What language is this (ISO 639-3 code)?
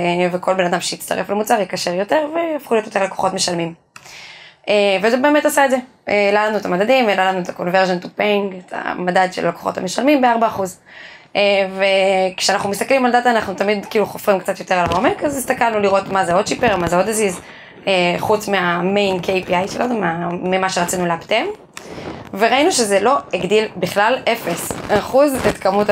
heb